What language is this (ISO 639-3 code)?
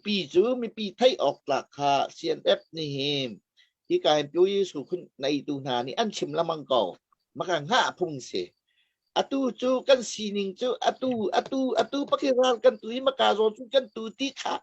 cnh